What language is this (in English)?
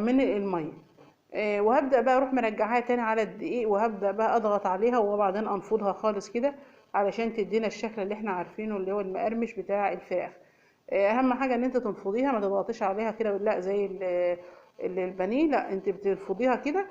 Egyptian Arabic